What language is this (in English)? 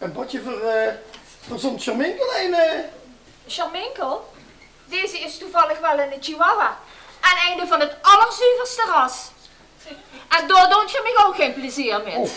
Limburgish